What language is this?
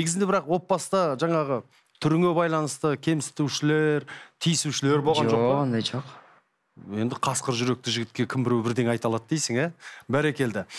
Kazakh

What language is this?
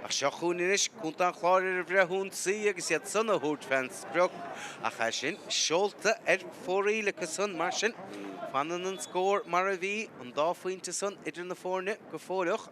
Irish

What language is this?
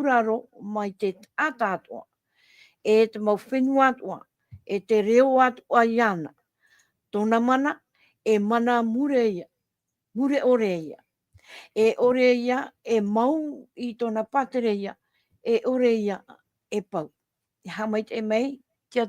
Tahitian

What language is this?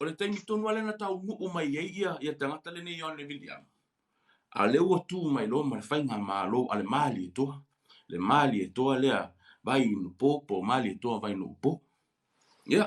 Samoan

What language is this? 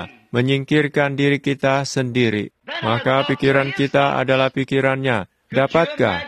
Indonesian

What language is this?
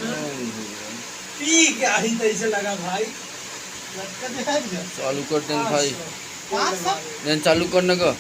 Chhattisgarhi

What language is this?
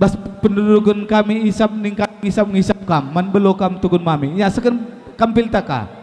Batak Karo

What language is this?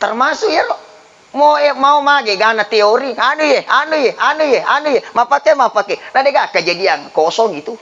Buginese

